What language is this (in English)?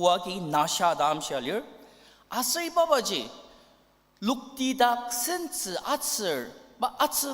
Ao Naga